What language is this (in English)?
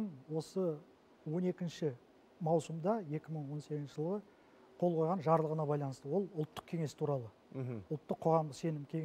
Kazakh